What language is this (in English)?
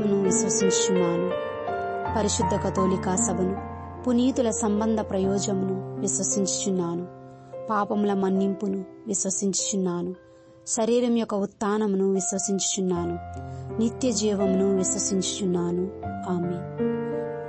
Telugu